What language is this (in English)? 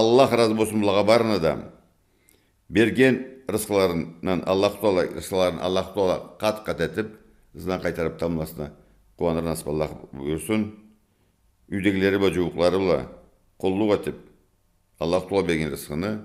Karachay-Balkar